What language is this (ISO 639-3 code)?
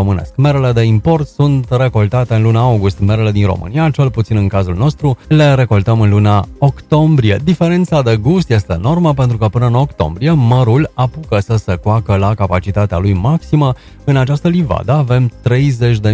ron